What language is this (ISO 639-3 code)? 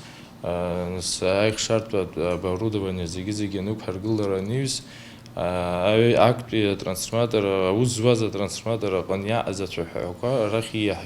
abk